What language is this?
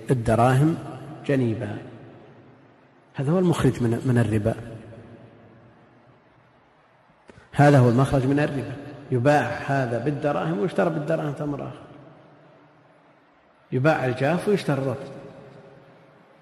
Arabic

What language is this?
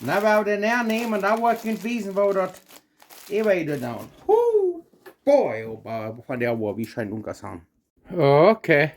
Plautdietsch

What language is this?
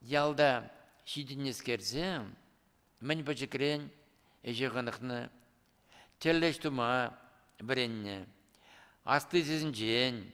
Chuvash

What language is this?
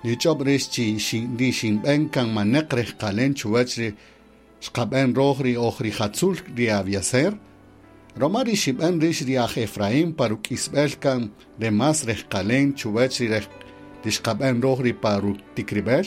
Kaqchikel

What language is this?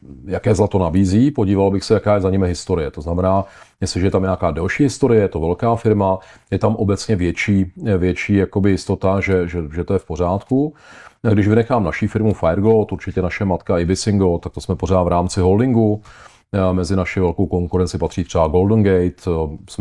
Czech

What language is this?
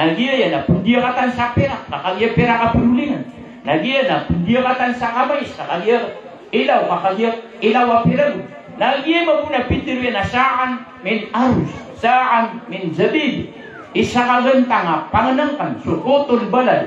Maranao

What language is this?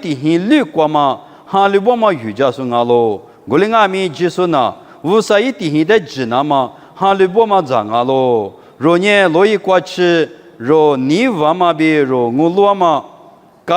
Lisu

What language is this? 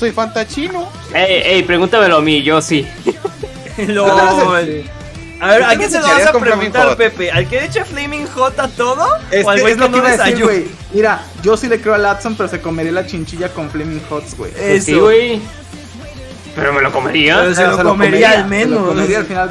Spanish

